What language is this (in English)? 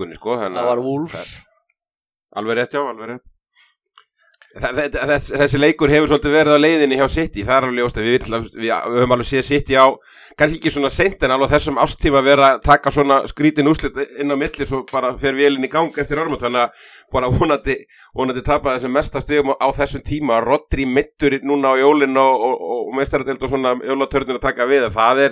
Icelandic